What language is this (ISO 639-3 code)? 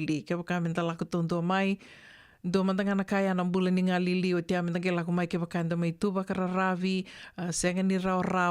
fij